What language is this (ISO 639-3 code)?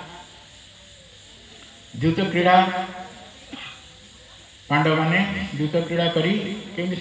ori